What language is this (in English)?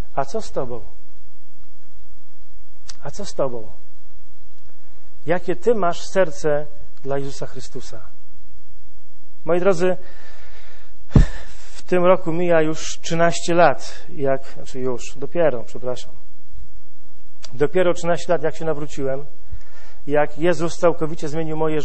Polish